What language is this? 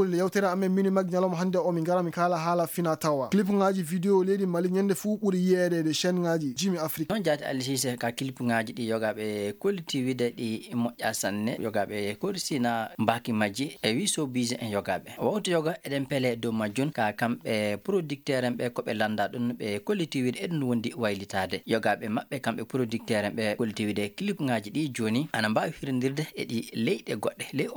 Fula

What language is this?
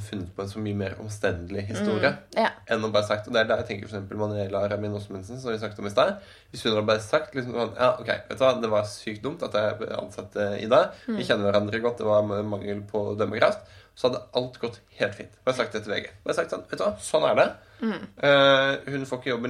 Norwegian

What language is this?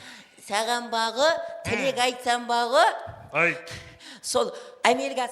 Kara-Kalpak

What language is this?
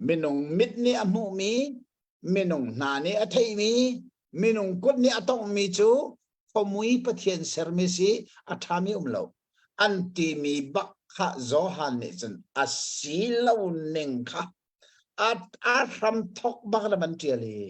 Hakha Chin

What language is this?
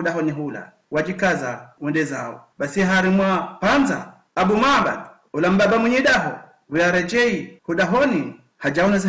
Ngazidja Comorian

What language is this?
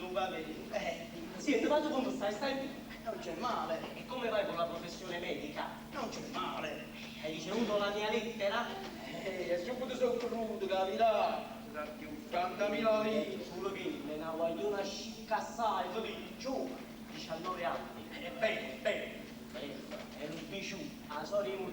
Neapolitan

